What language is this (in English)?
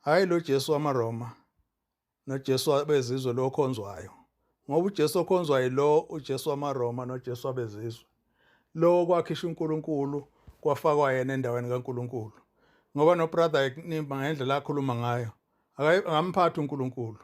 Zulu